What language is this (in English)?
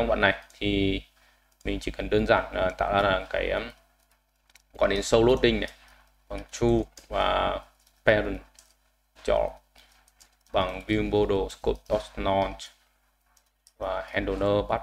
Vietnamese